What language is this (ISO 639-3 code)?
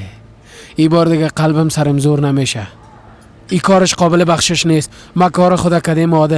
fas